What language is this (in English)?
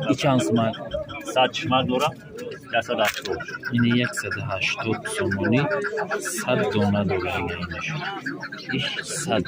Tajik